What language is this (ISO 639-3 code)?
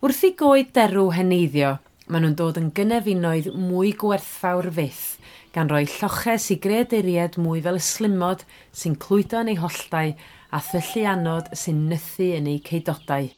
cym